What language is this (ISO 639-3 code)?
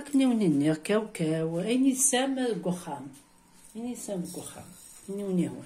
kab